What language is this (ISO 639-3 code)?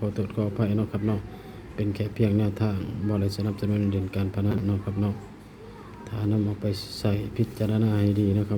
tts